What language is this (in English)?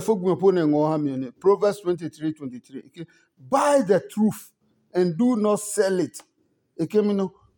Adangme